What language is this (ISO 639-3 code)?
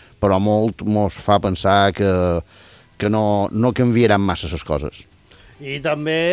cat